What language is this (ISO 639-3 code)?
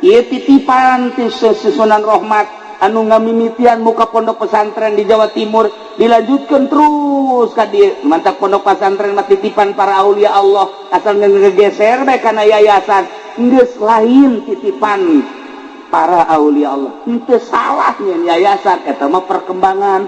sun